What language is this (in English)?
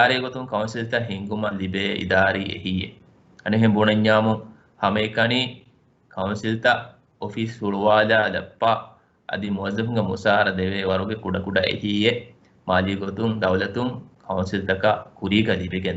Divehi